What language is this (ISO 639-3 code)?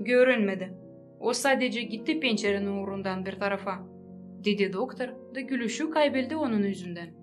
gag